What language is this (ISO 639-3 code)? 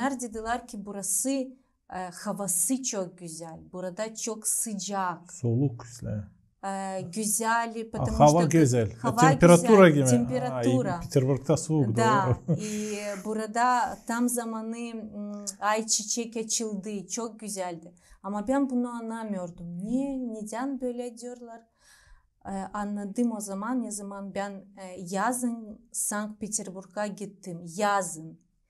gag